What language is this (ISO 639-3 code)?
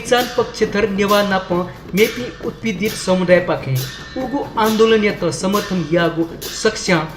new